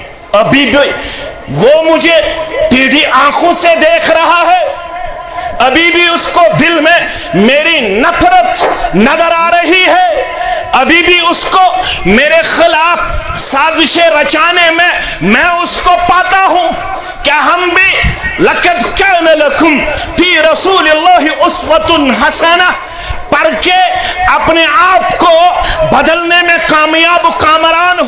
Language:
Kashmiri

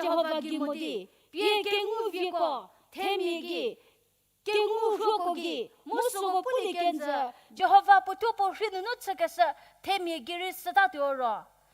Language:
Angami Naga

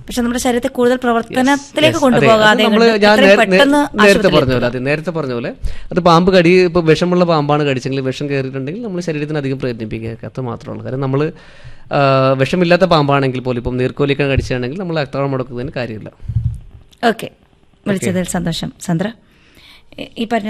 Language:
Malayalam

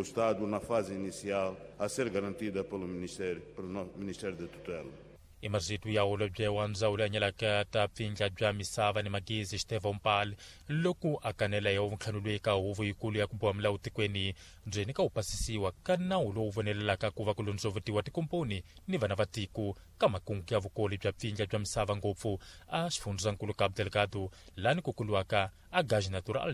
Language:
Tsonga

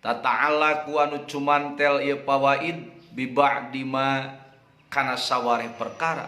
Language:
Sundanese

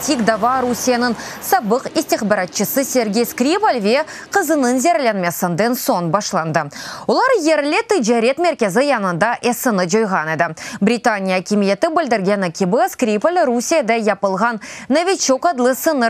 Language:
Crimean Tatar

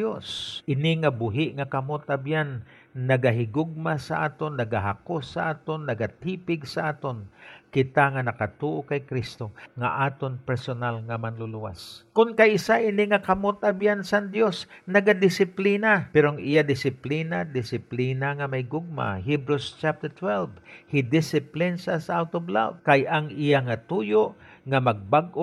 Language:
Hiligaynon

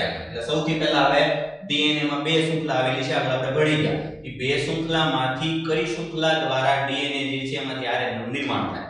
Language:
Gujarati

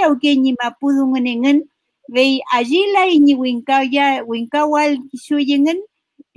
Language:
Mapuche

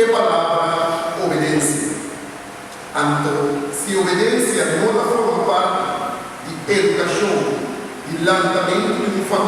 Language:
Papiamento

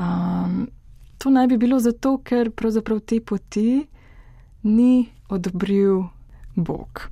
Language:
Slovenian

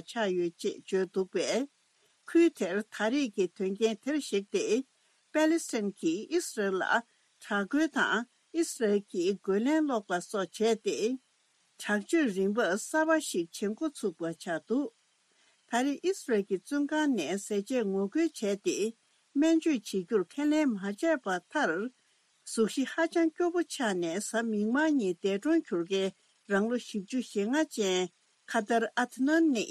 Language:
Tibetan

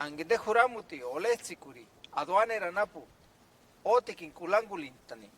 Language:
Purepecha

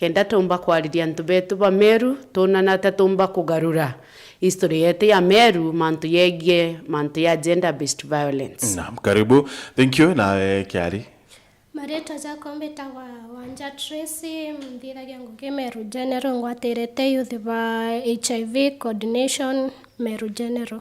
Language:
Meru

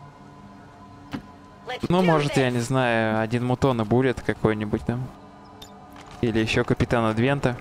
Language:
Russian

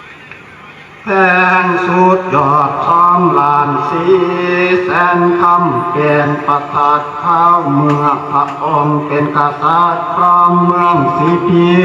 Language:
Lao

